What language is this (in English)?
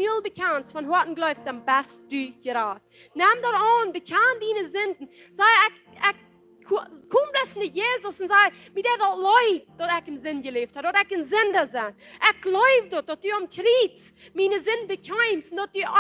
Plautdietsch